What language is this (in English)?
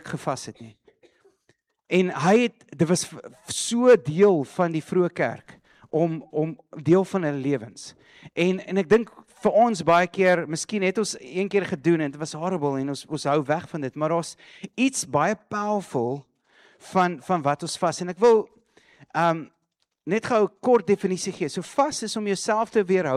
Afrikaans